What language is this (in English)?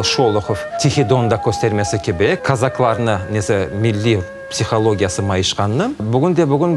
Crimean Tatar